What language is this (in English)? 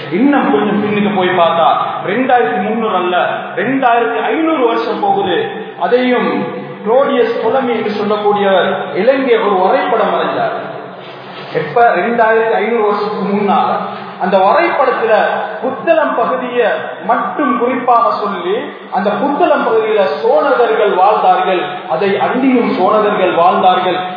Tamil